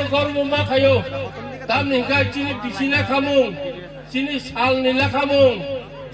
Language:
Kok Borok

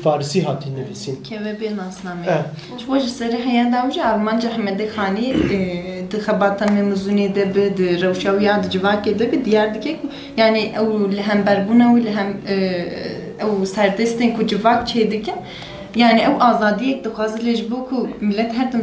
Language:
Kurdish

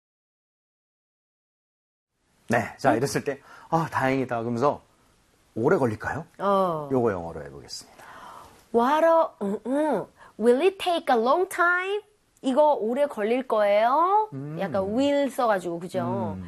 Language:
Korean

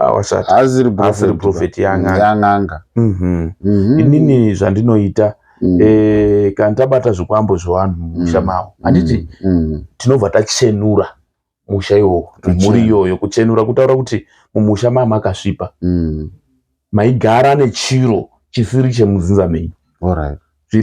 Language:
Shona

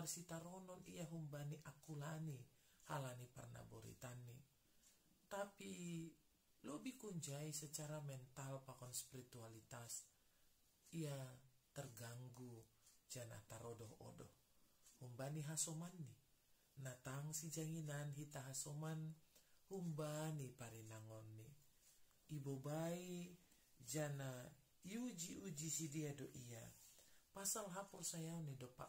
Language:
Batak Simalungun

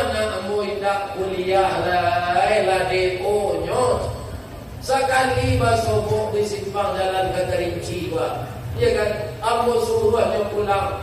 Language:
Minangkabau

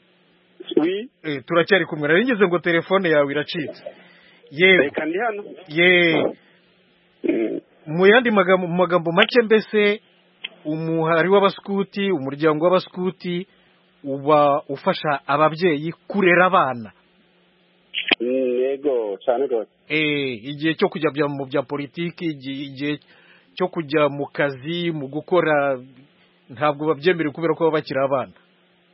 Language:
Kinyarwanda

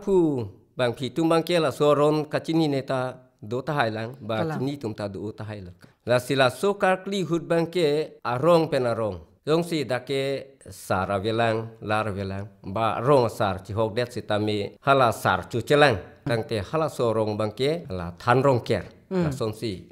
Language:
Karbi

